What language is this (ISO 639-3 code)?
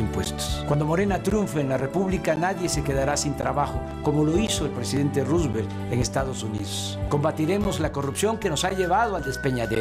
spa